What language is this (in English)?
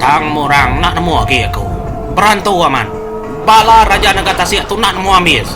Iban